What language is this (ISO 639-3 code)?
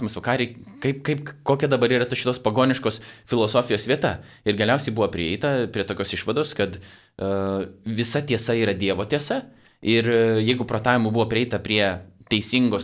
lit